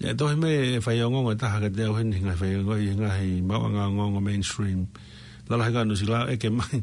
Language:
Tongan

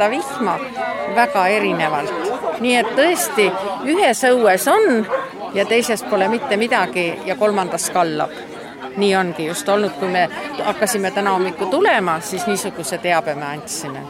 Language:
Estonian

